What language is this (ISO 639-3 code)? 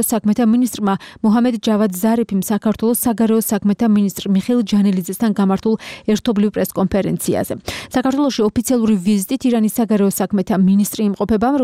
kat